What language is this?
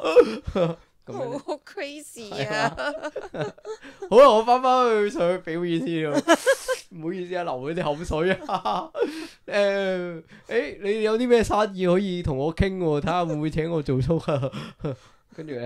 Cantonese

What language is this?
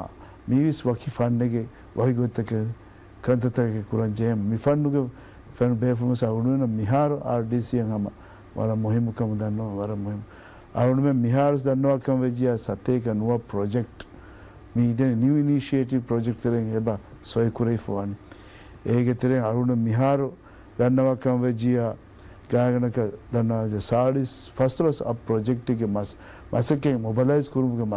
Divehi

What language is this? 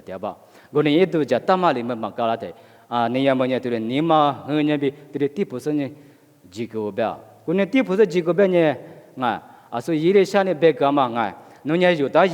Lisu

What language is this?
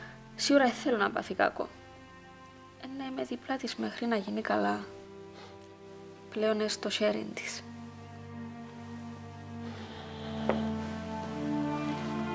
Greek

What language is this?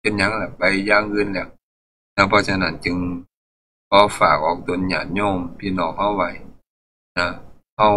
Northeastern Thai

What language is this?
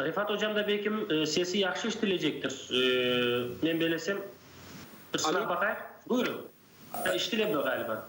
Crimean Tatar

